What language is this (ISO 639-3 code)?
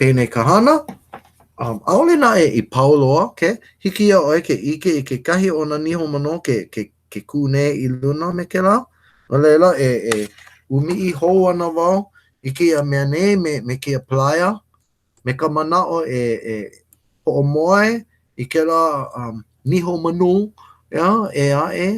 haw